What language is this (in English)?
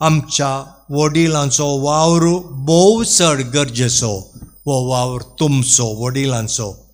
Konkani